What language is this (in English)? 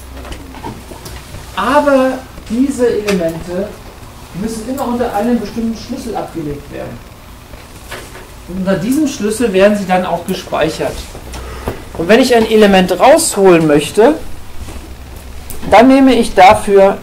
German